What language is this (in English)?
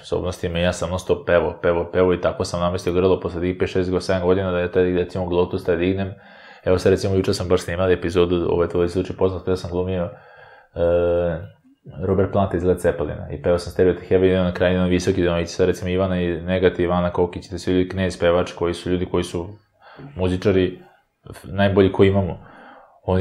Serbian